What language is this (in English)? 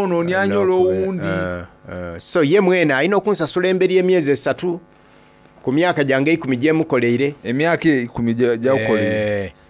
Soga